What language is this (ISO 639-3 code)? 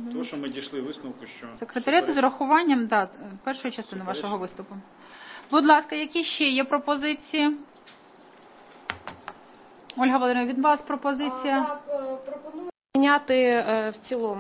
ukr